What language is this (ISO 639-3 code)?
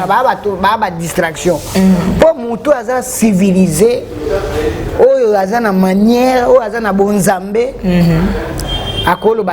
lin